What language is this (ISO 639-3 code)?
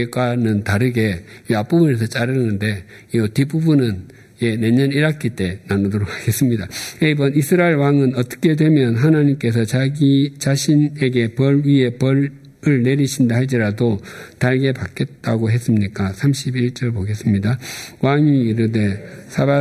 kor